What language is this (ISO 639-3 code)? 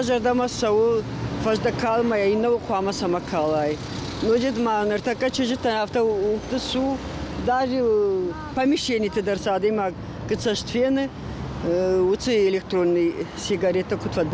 oss